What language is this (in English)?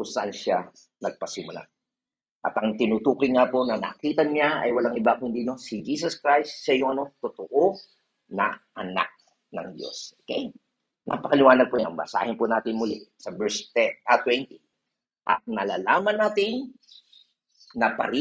Filipino